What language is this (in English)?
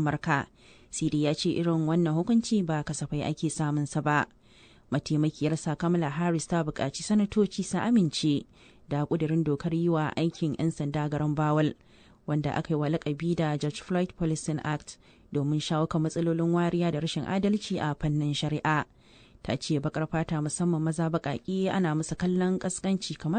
Hausa